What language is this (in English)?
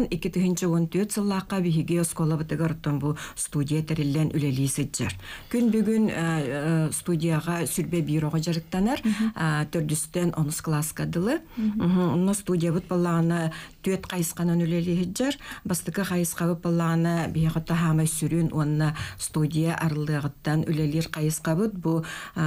Yakut